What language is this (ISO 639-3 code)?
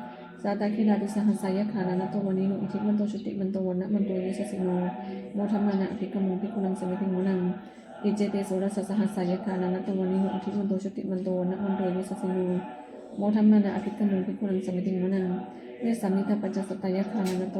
pli